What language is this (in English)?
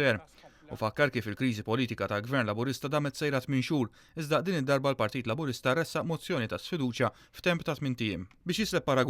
Maltese